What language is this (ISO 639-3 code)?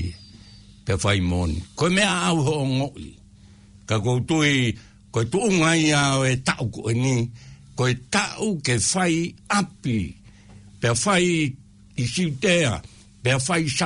ton